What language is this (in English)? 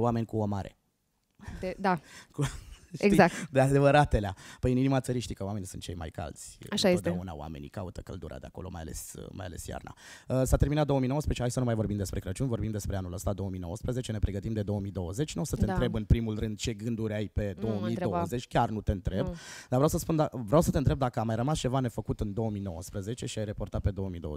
Romanian